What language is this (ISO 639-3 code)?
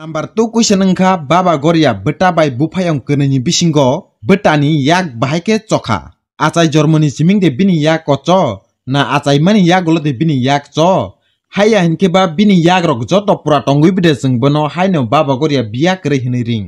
trp